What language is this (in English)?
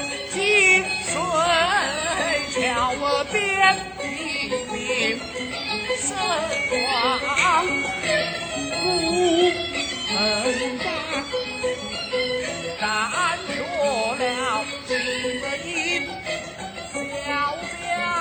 Chinese